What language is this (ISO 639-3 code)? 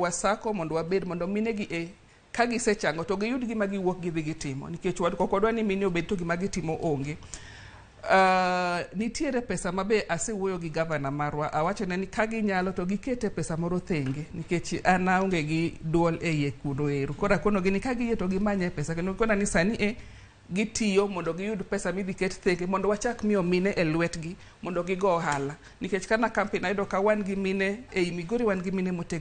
luo